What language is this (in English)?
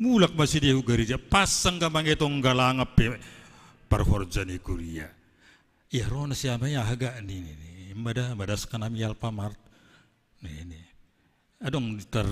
Batak Simalungun